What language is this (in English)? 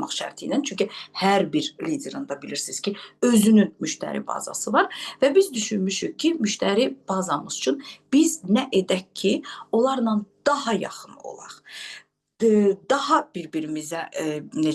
Azerbaijani